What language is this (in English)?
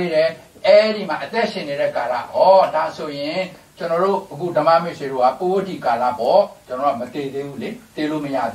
Burmese